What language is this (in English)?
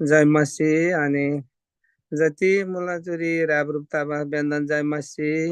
Eastern Tamang